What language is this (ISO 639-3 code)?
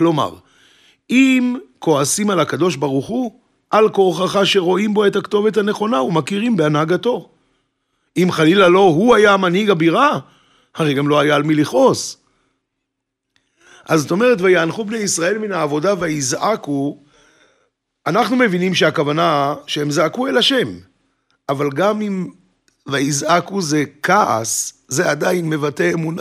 heb